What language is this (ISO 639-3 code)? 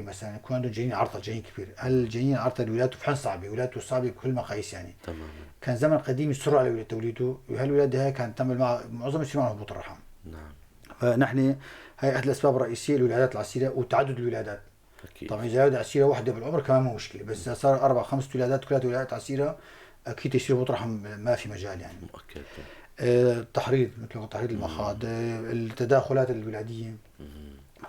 apc